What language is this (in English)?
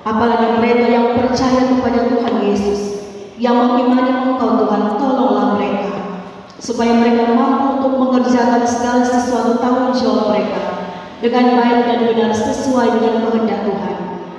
Indonesian